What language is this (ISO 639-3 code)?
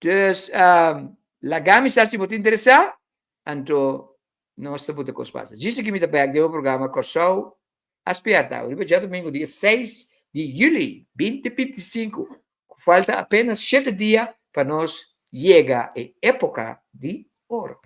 pap